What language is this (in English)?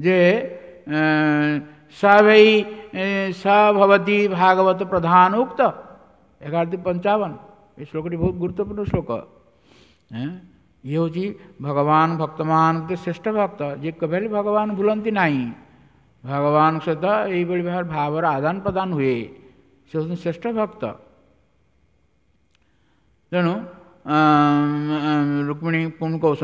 Odia